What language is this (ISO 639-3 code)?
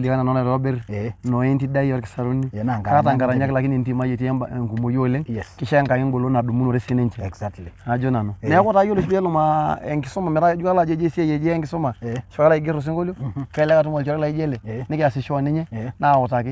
mas